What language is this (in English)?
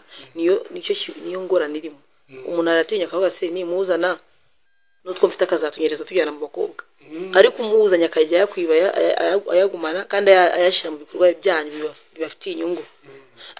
Kinyarwanda